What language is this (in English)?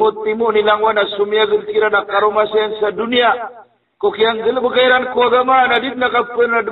Maranao